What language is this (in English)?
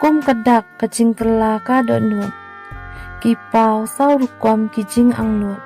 Khasi